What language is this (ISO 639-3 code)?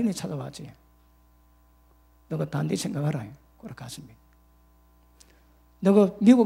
kor